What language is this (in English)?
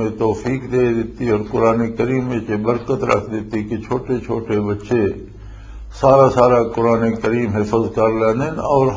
Western Panjabi